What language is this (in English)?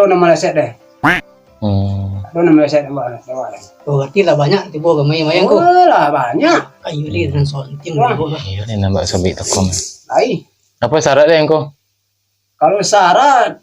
Minangkabau